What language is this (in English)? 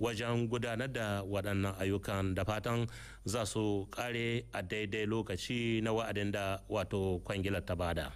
Hausa